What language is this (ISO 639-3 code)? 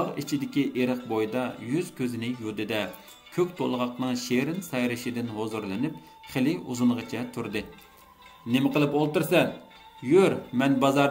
uig